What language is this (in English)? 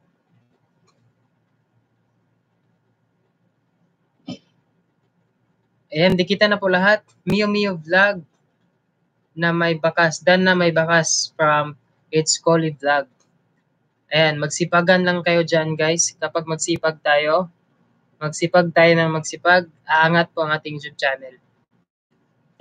Filipino